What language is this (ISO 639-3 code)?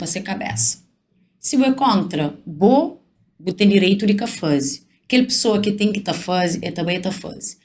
kea